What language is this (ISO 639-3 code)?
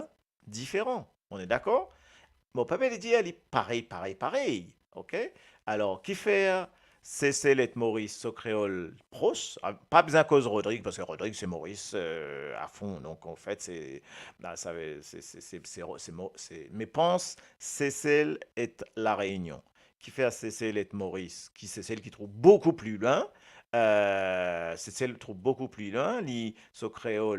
mfe